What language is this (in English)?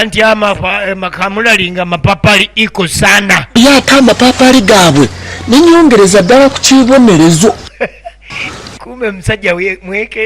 Ganda